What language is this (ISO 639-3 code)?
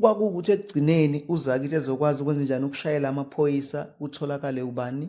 zul